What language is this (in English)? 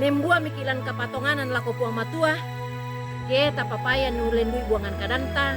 Toraja-Sa'dan